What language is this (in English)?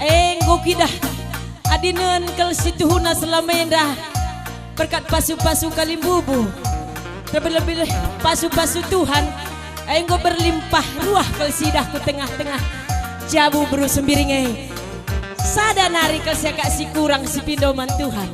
Batak Karo